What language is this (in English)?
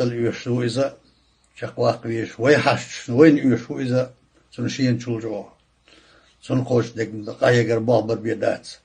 Chechen